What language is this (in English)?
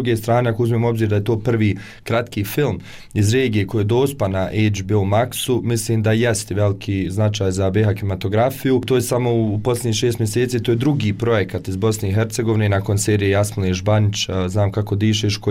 Bosnian